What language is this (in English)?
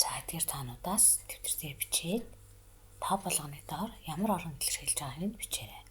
Mongolian